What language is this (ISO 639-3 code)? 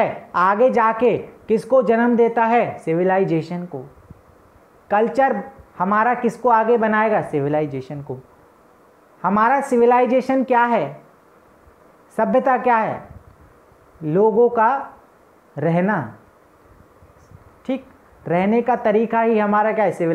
hin